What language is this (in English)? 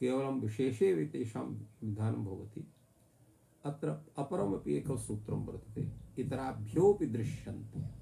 Sanskrit